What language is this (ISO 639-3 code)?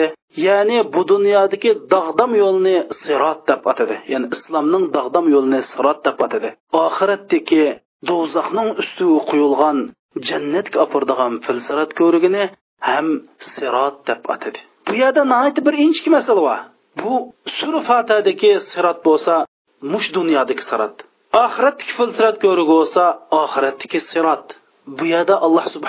uig